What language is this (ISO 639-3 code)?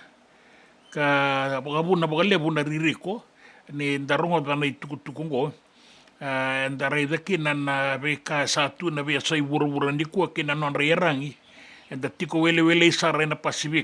fij